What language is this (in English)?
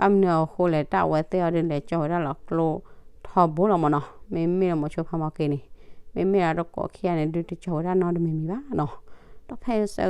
S'gaw Karen